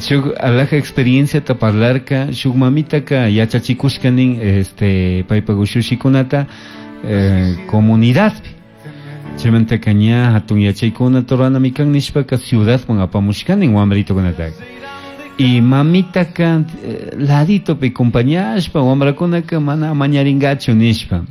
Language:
Chimborazo Highland Quichua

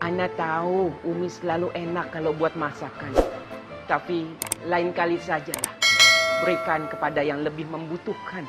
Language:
Betawi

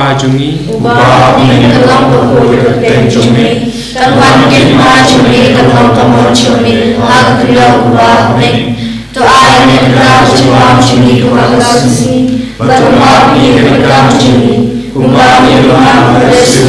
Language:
Khasi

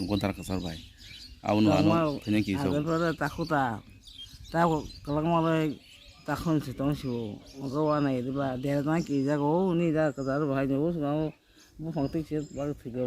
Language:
Kok Borok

